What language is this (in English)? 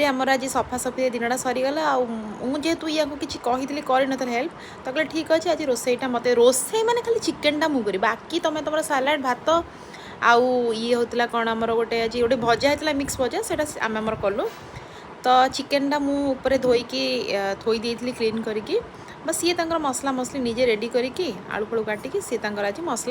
Odia